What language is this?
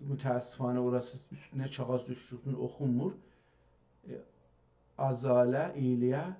South Azerbaijani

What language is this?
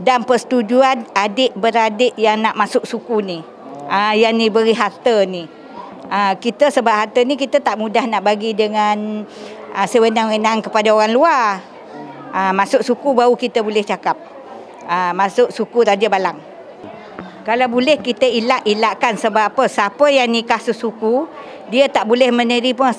Malay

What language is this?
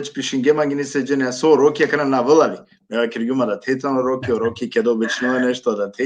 Balkan Romani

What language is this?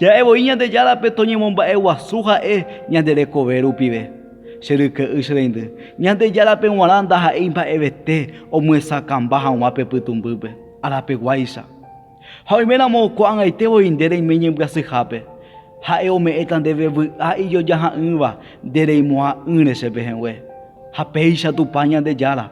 Guarani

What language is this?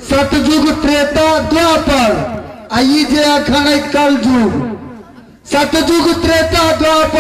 Maithili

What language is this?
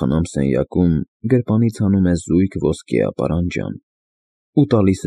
Armenian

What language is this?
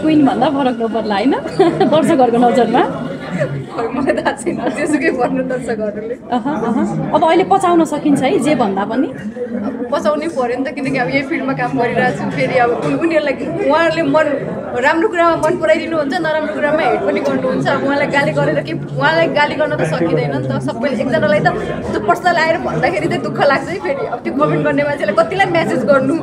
Nepali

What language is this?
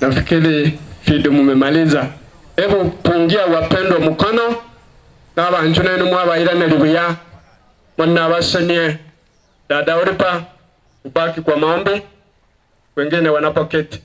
Gusii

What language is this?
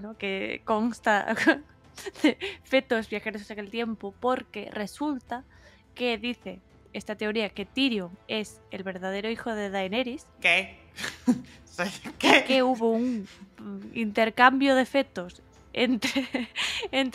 Spanish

